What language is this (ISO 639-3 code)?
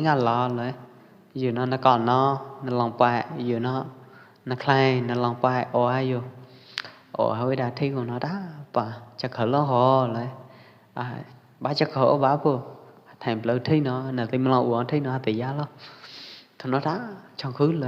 kjp